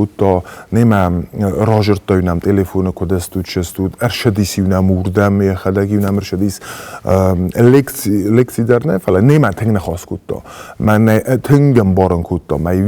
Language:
Ossetic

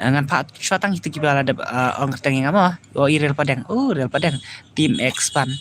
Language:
Khasi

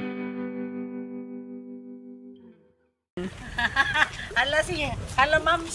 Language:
Filipino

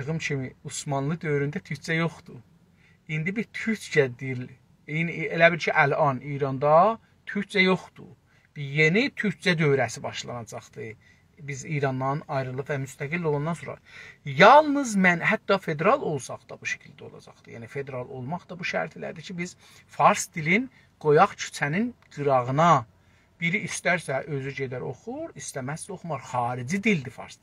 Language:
South Azerbaijani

